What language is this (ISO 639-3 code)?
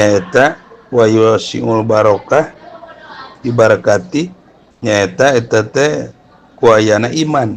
sun